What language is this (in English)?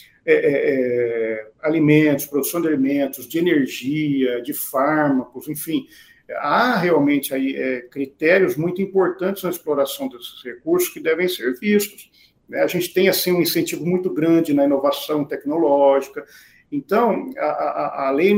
Portuguese